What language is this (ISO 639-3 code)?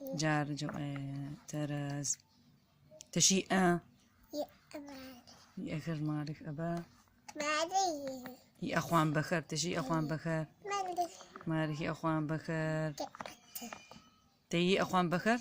ady